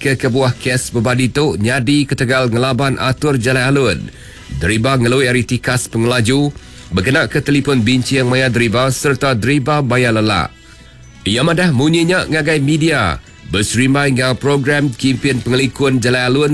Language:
Iban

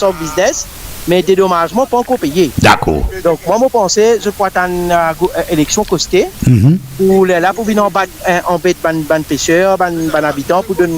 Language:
Morisyen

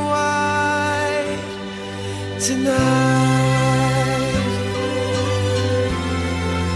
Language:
Vietnamese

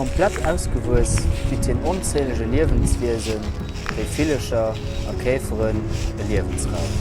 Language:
Luxembourgish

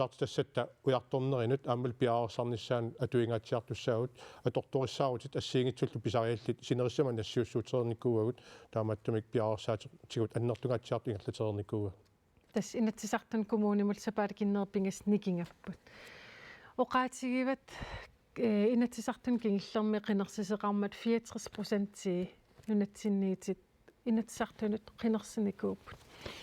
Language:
Kalaallisut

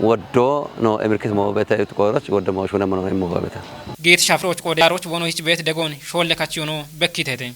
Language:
Kafa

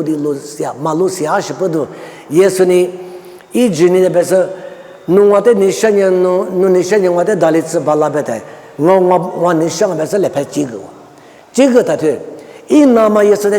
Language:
Lisu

